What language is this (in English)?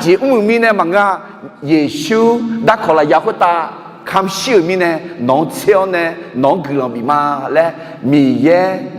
Akha